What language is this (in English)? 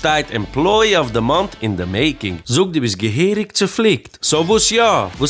Yiddish